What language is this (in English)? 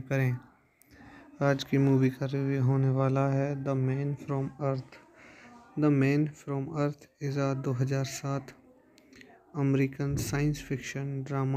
Hindi